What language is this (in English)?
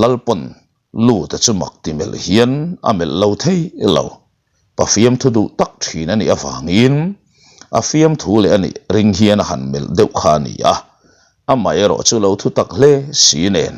Mizo